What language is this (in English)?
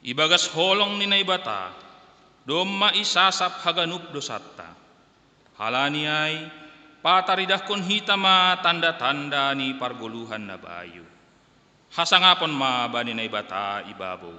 Batak Simalungun